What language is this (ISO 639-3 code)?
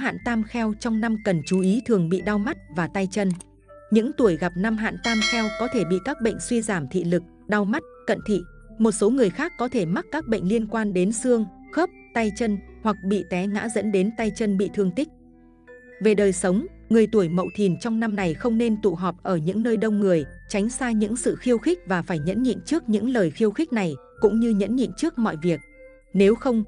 vie